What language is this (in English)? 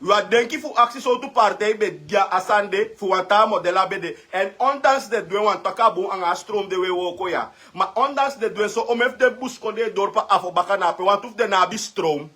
Sranan Tongo